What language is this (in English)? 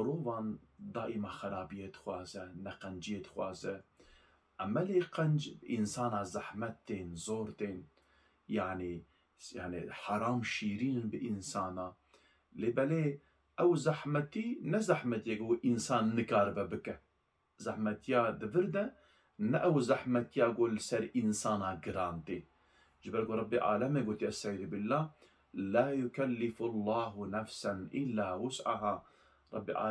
Kurdish